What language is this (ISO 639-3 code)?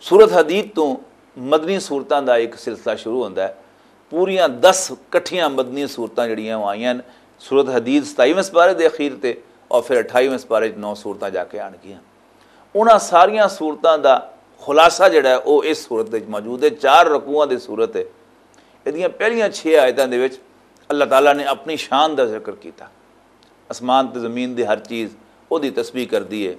lah